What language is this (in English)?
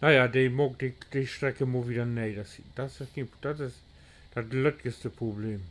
Low German